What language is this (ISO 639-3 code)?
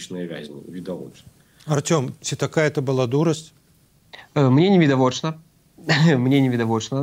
bel